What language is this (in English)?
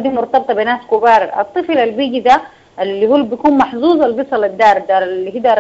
Sudanese Arabic